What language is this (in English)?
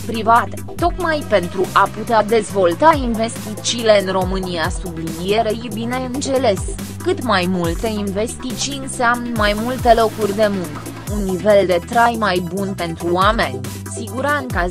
Romanian